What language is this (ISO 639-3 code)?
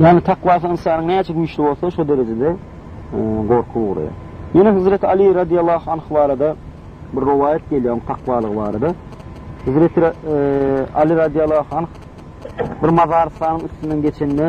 tuk